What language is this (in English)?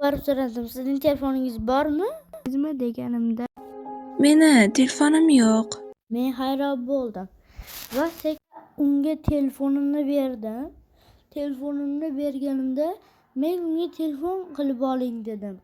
Uzbek